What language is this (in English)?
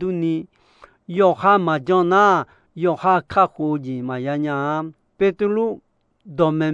Akha